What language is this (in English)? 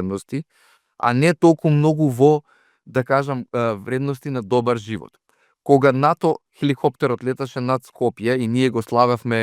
Macedonian